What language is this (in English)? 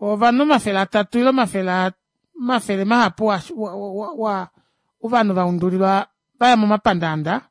Kuanyama